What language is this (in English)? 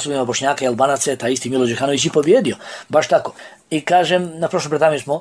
Bosnian